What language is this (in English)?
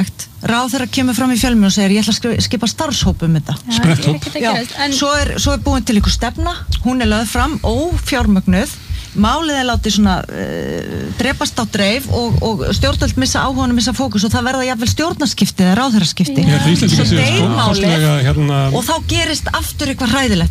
Icelandic